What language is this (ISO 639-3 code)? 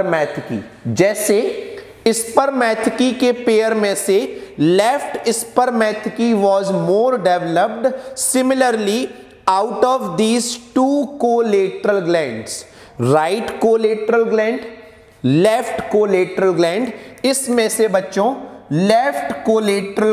hin